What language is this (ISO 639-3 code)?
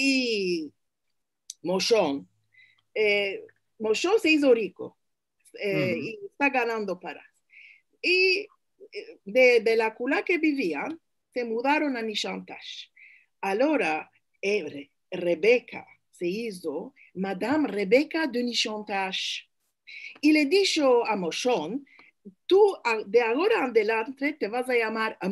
lad